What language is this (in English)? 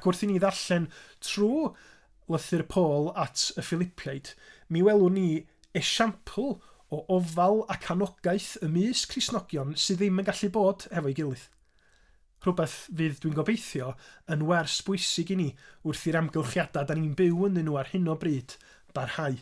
Welsh